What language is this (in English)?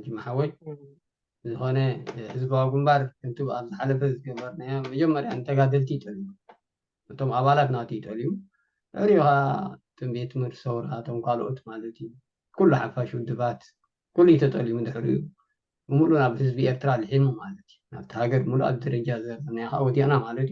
Tigrinya